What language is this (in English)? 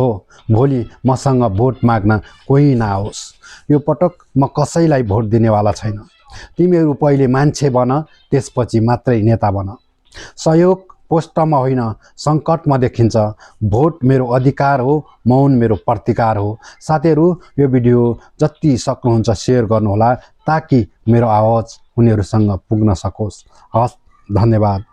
Nepali